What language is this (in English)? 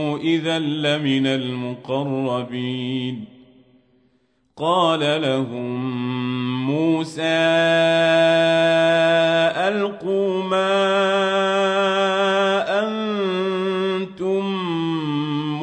Arabic